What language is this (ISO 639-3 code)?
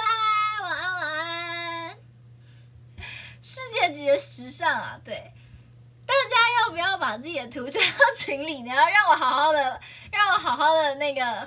zho